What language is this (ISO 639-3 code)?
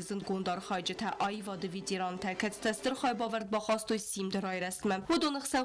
oss